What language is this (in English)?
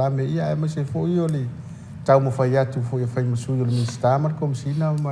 Samoan